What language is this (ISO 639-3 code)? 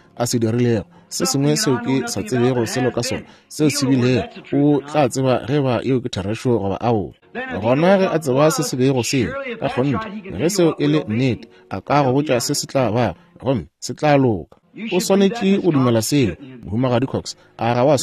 nso